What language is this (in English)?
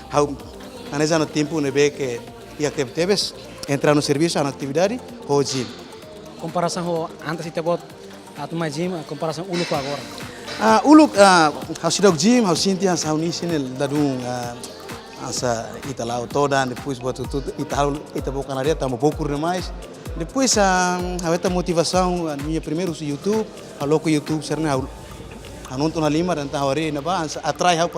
Tetum